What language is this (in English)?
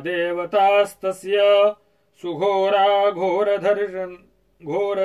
Sanskrit